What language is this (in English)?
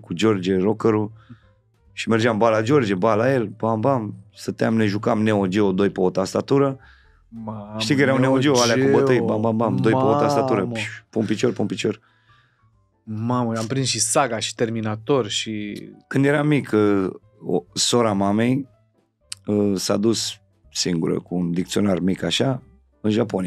Romanian